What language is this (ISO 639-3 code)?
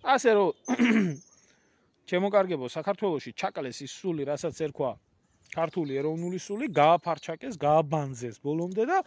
kat